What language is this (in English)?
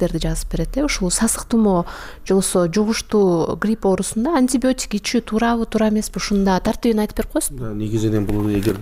Kyrgyz